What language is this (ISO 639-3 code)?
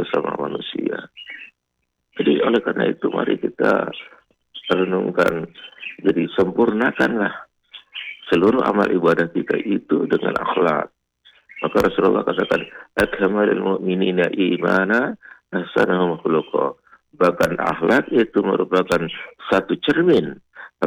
ind